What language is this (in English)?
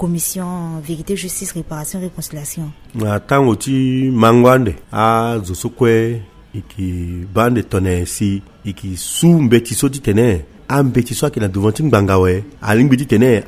Sango